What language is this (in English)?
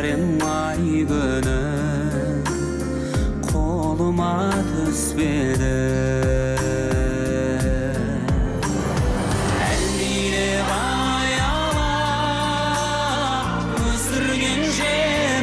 Kazakh